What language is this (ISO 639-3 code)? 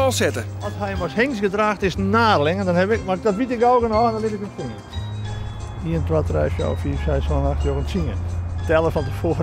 fry